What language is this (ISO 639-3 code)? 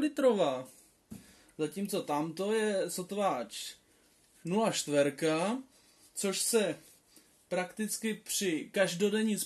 ces